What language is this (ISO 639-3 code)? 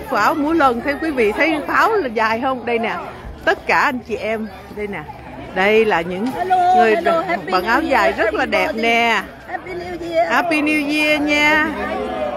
vie